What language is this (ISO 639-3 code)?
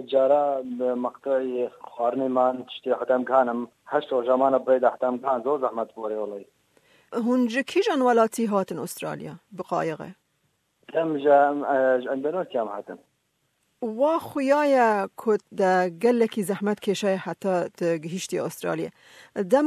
kur